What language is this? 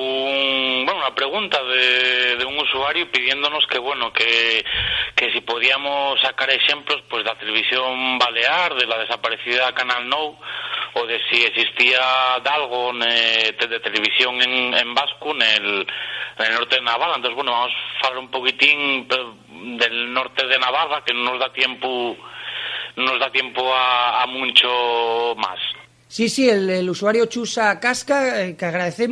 Asturian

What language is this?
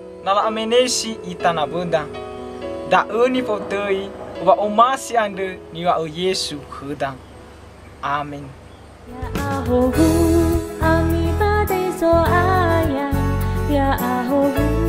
Nias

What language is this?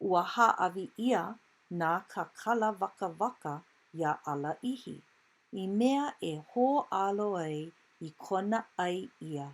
Hawaiian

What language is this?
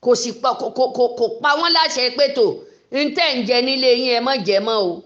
Yoruba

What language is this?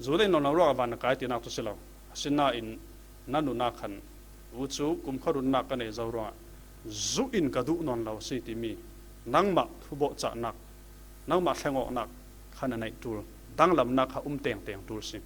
Falam Chin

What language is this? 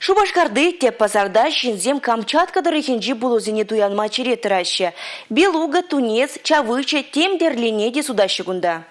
Chuvash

